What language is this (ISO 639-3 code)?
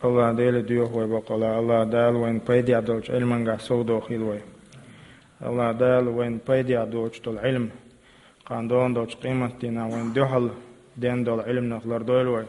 che